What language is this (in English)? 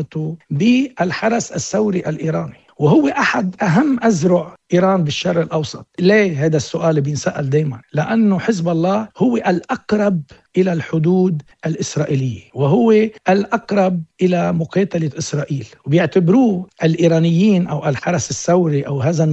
North Levantine Arabic